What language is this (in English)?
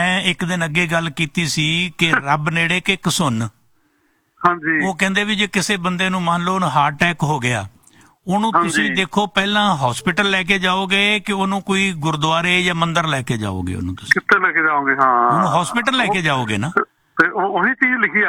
Punjabi